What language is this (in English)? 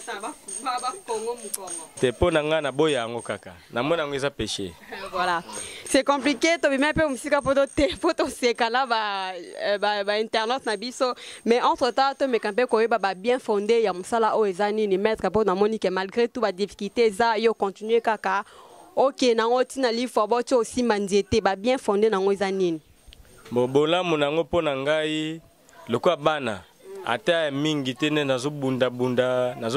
Lingala